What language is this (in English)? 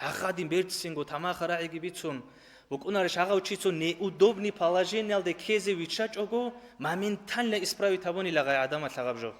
Avaric